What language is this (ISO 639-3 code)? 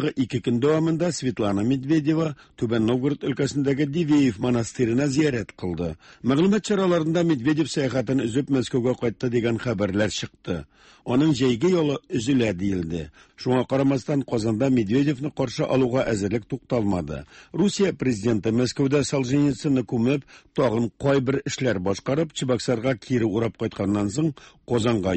tat